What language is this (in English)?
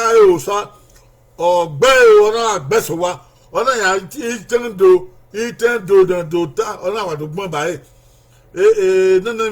Bini